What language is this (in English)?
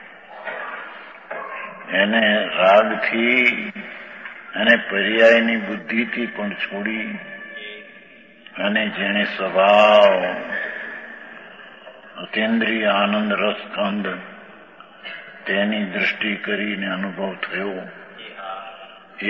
Gujarati